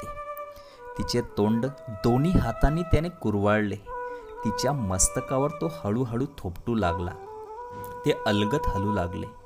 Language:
Marathi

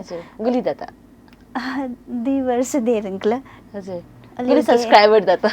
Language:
Newari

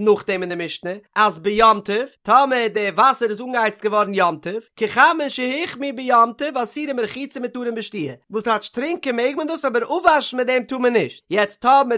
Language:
Yiddish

